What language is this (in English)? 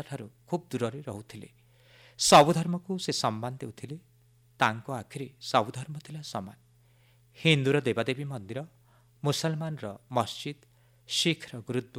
Odia